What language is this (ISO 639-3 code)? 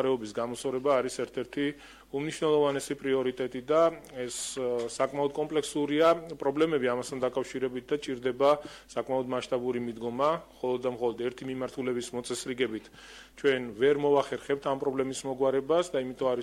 kat